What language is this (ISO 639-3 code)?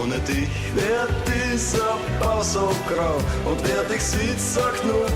bar